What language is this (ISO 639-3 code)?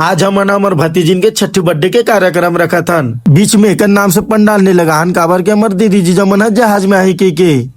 hne